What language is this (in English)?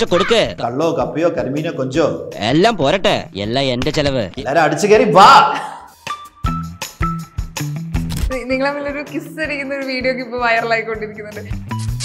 Malayalam